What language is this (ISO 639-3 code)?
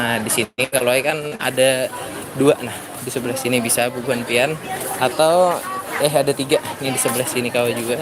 bjn